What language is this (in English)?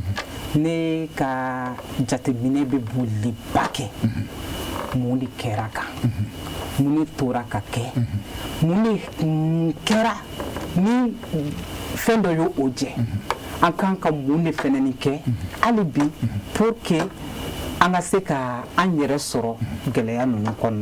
Bambara